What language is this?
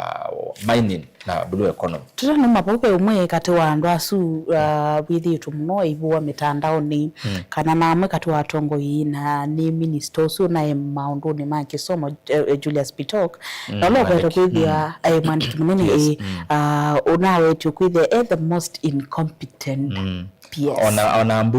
Kamba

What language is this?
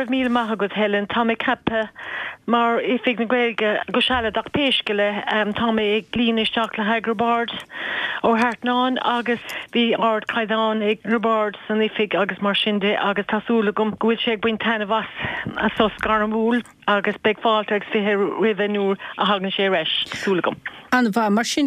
Irish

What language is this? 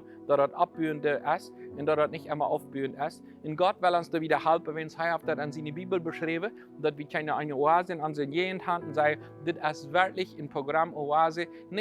Plautdietsch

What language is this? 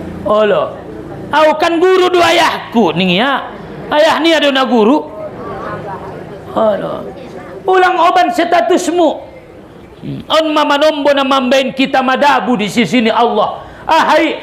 Batak Mandailing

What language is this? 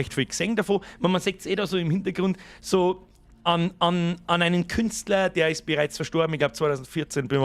Bavarian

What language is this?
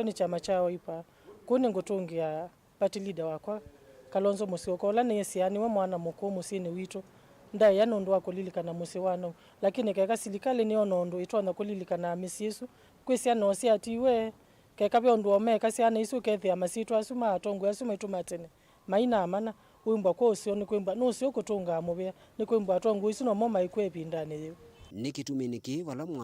Kamba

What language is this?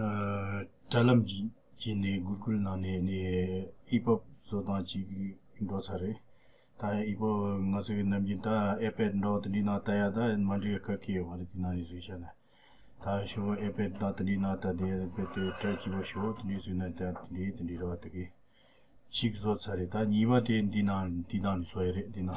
Tibetan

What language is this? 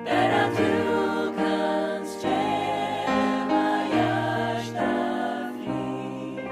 Faroese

